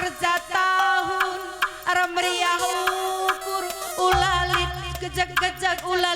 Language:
Batak Karo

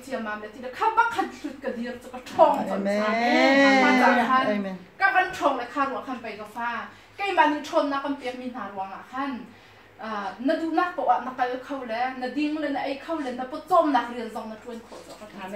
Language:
Hakha Chin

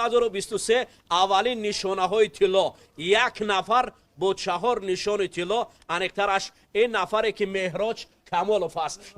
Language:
Tajik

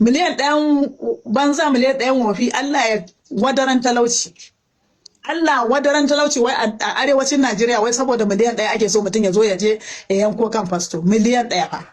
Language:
Hausa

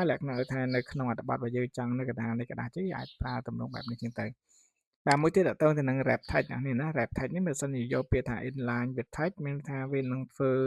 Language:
Khmer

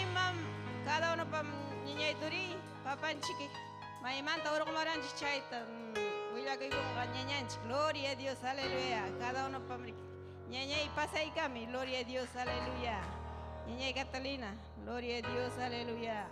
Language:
Ayacucho Quechua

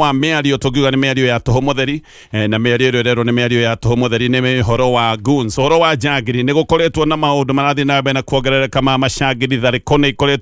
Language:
Kikuyu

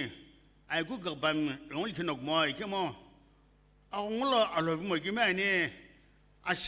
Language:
Sumi Naga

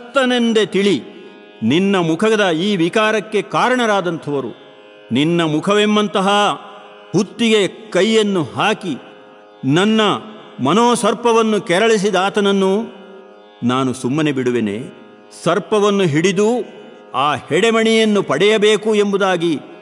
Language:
Kannada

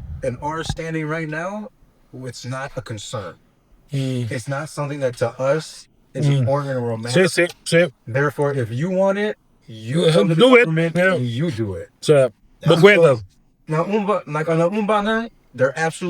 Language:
Papiamento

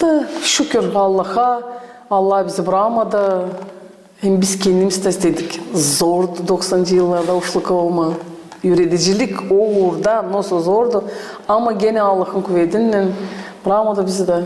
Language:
Gagauz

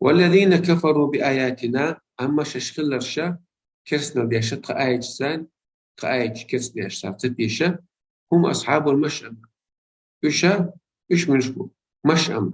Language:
Chechen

